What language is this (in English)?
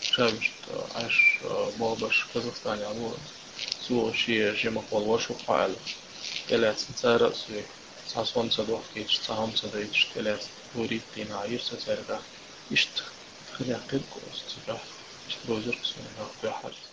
Chechen